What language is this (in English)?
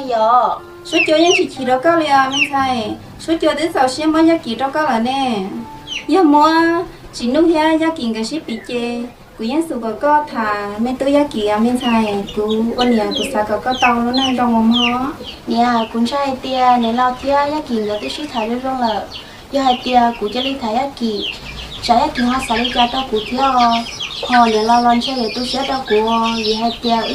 Hmong